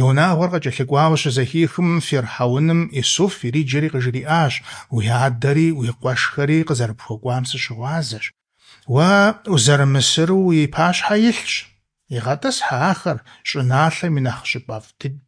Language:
Kabardian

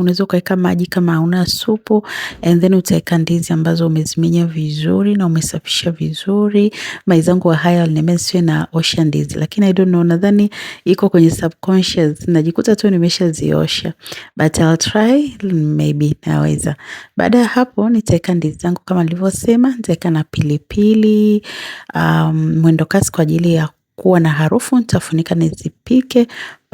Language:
Swahili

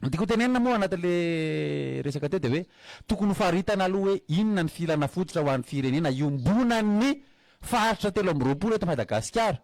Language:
Malagasy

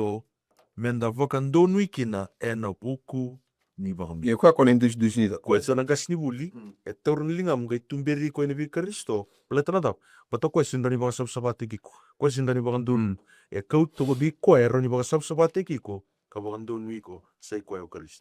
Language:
Fijian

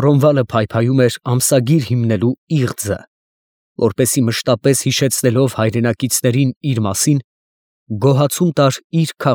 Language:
Armenian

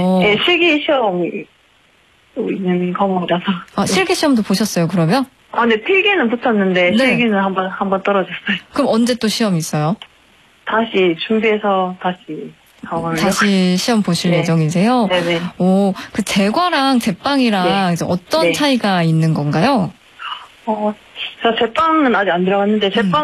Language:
Korean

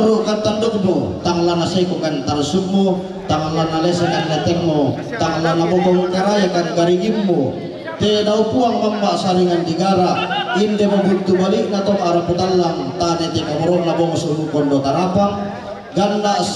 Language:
Toraja-Sa'dan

